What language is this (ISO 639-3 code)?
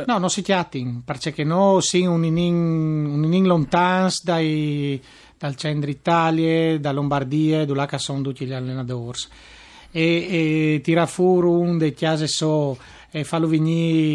fur